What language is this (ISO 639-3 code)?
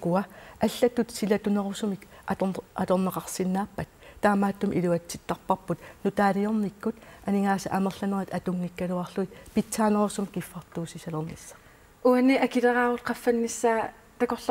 kal